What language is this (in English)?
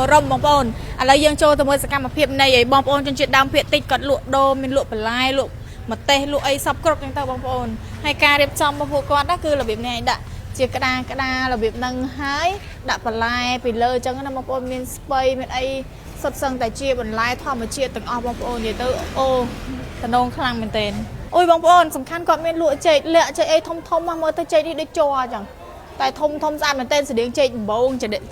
Khmer